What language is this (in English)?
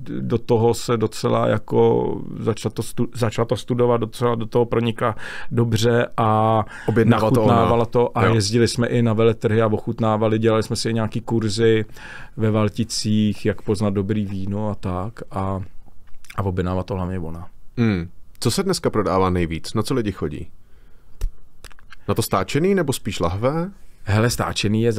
Czech